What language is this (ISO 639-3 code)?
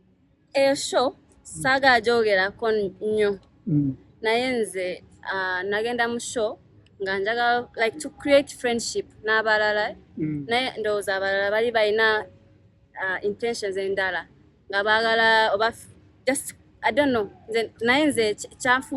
lug